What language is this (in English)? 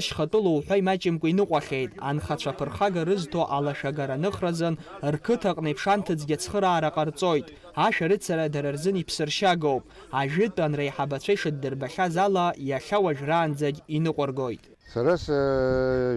Abkhazian